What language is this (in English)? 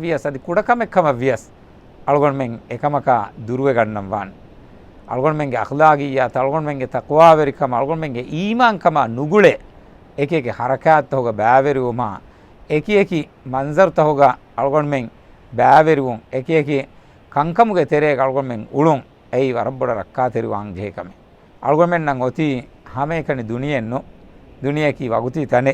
Divehi